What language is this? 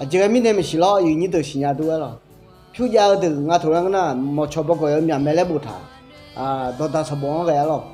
Akha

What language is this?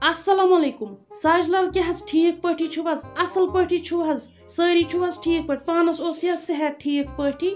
Kashmiri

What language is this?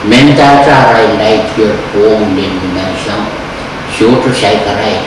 Pohnpeian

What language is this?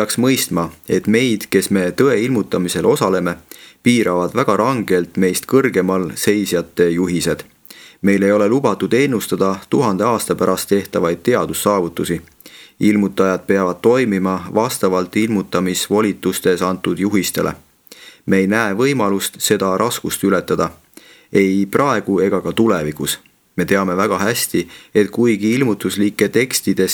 Estonian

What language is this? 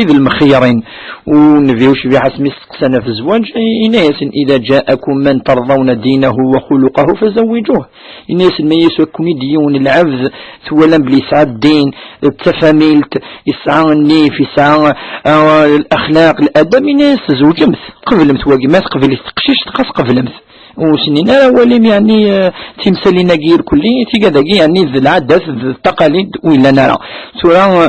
Kabyle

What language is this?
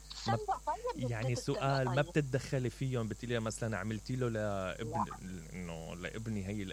Mesopotamian Arabic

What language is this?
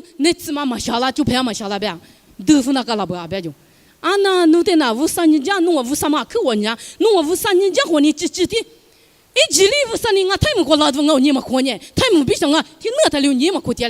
Lisu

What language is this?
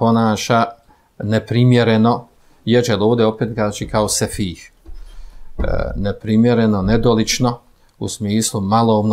Bosnian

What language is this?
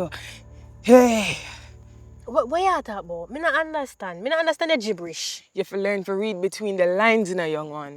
Jamaican Creole English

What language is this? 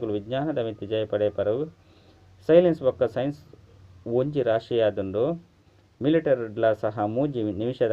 Tulu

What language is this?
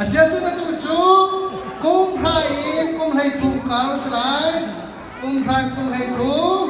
Hakha Chin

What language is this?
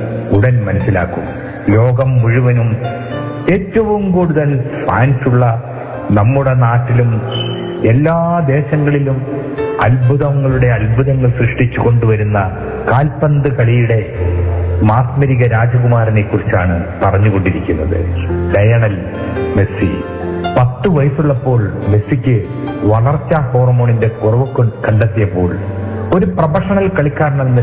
Malayalam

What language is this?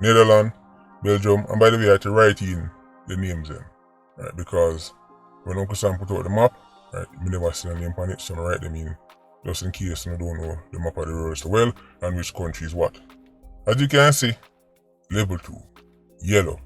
Jamaican Creole English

